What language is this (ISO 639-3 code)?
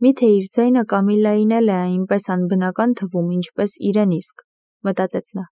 hye